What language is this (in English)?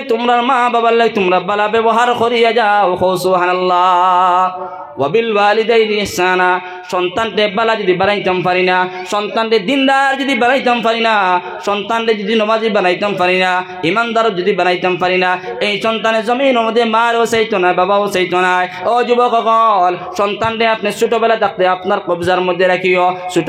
Sylheti